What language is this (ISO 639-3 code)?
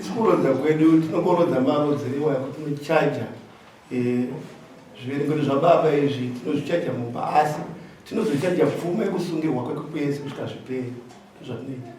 sna